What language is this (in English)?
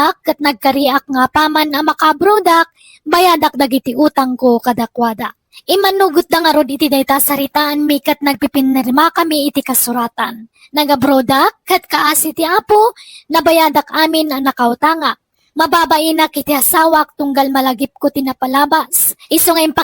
Iloko